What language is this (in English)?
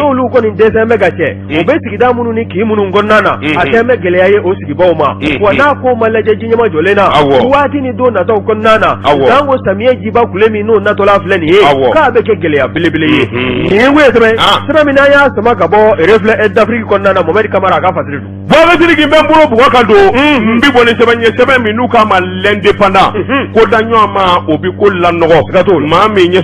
Bambara